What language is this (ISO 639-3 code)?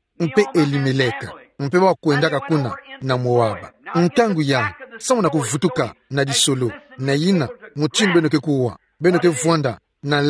ktu